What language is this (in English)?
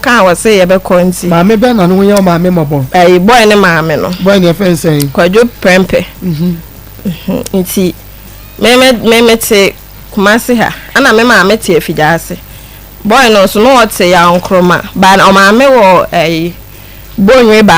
Akan